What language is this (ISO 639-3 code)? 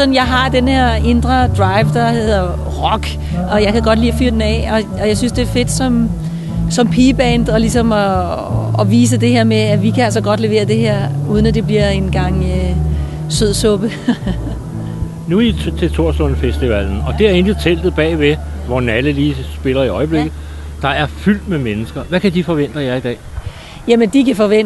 dan